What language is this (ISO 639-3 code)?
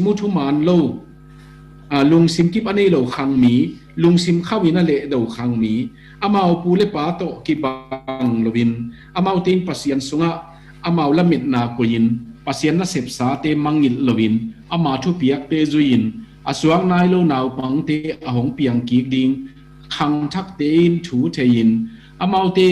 ctd